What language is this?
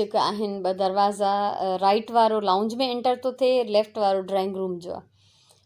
Sindhi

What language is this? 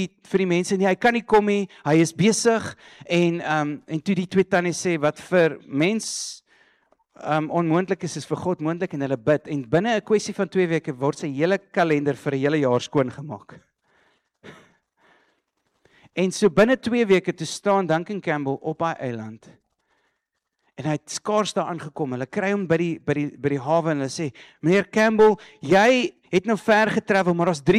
Afrikaans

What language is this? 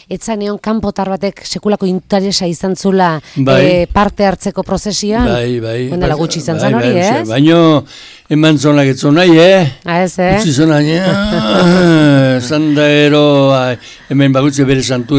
Basque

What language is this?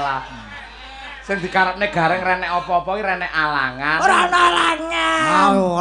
Javanese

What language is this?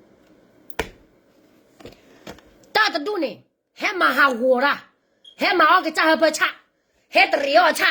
S'gaw Karen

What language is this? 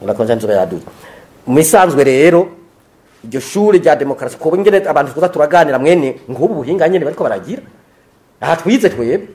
Rundi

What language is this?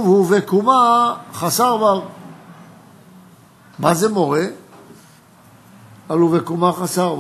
Hebrew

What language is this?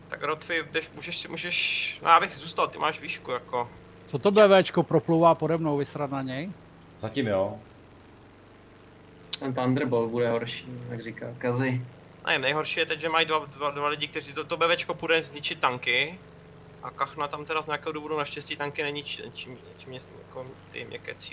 Czech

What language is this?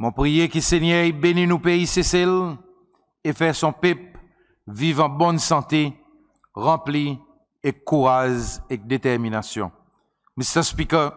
Seselwa Creole French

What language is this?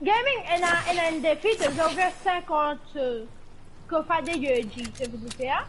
Morisyen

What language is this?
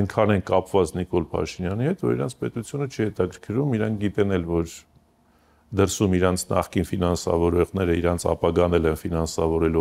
Armenian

